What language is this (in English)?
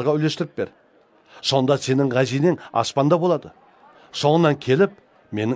Kara-Kalpak